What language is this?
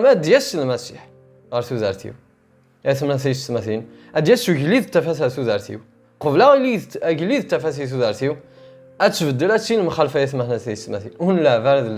Kabyle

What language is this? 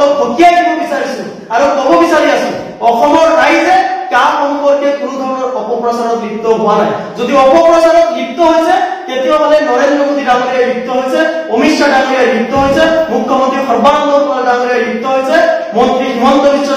Assamese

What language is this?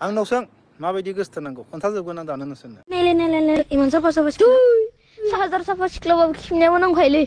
Bodo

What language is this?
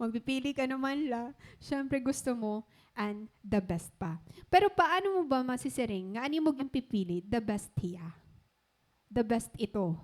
Waray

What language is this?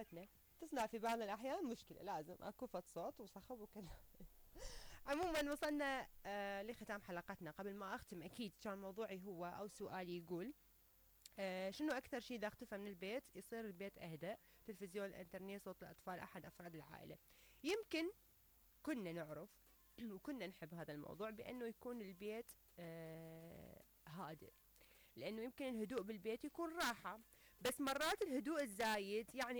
Mesopotamian Arabic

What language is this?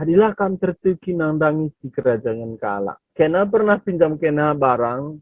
Batak Karo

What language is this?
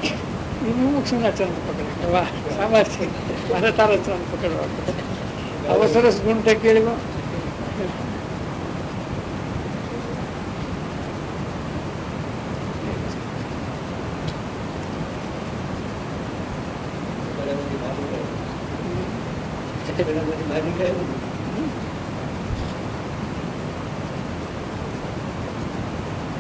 Gujarati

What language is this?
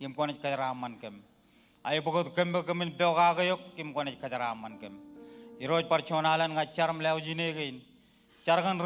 Marshallese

